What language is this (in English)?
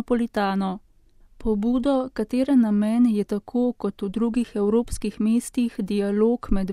Slovenian